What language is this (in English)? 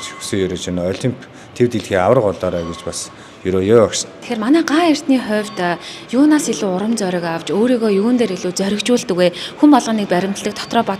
Mongolian